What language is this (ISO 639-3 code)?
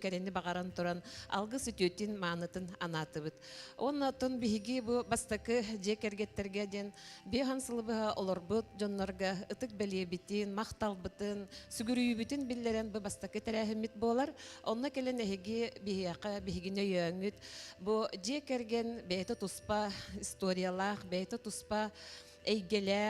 sah